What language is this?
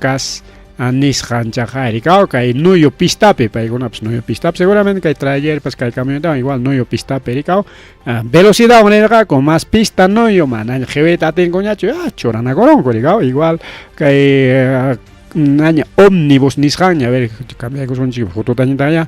Ayacucho Quechua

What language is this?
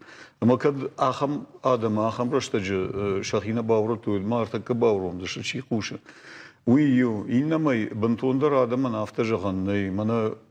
Ossetic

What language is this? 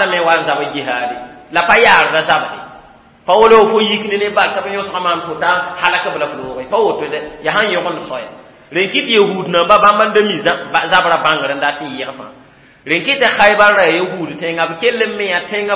Mossi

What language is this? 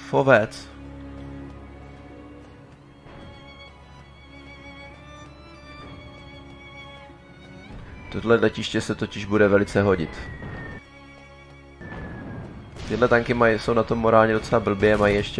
Czech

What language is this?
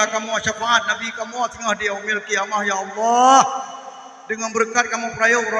Achinese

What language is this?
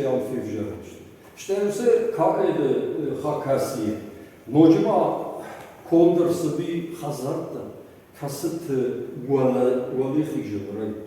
Ossetic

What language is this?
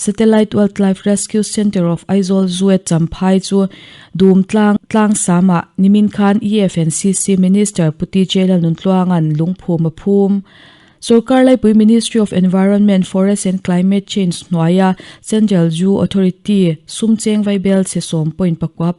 Mizo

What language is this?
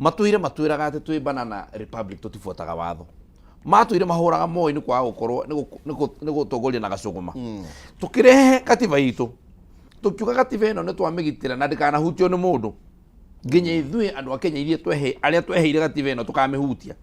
Kikuyu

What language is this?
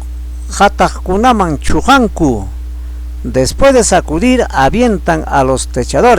Ayacucho Quechua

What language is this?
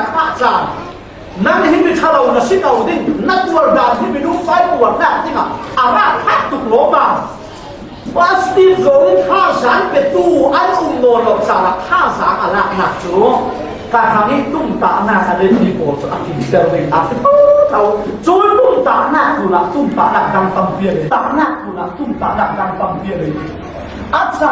Falam Chin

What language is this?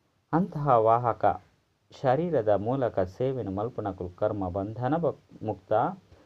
Tulu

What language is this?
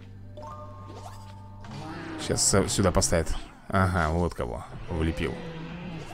Russian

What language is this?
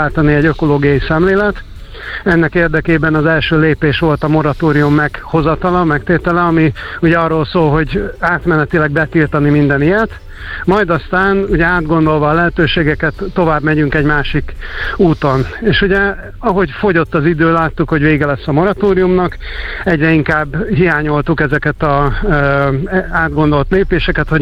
Hungarian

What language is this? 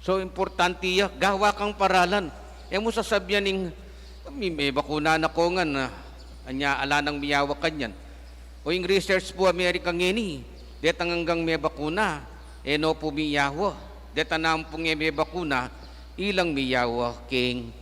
Pampanga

